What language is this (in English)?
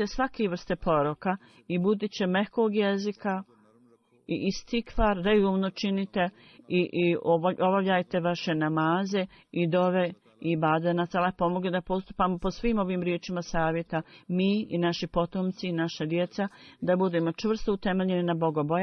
Bosnian